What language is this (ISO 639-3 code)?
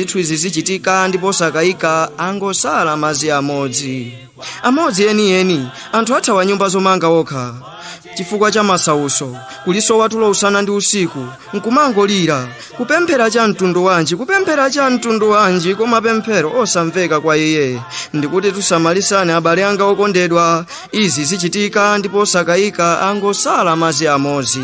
nya